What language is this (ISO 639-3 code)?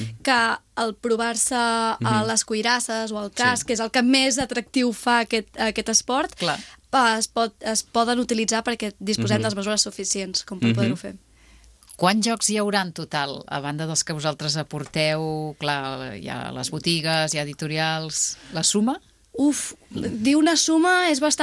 cat